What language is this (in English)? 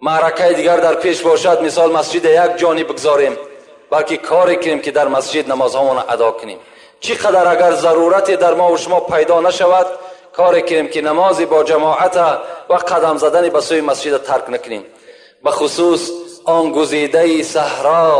Tajik